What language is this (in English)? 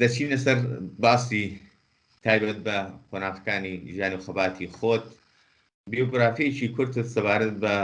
Central Kurdish